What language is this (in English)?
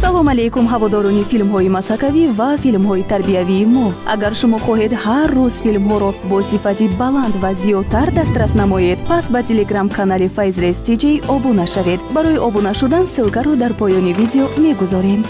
Tajik